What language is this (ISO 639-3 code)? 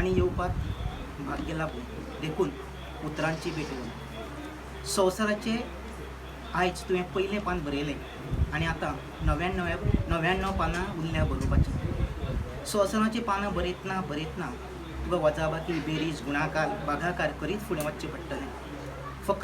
kok